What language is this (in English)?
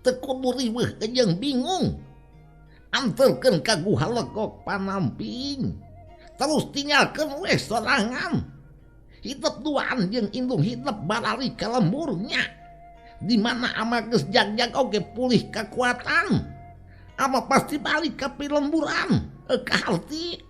Sundanese